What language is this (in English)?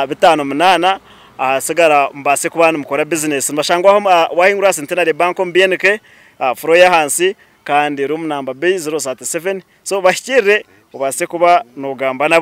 Nyankole